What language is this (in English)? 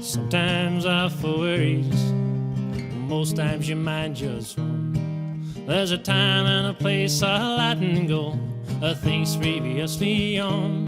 Western Frisian